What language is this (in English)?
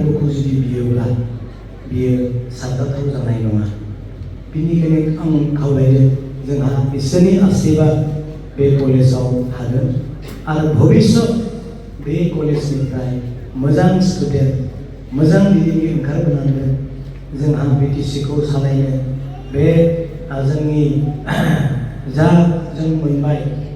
Bodo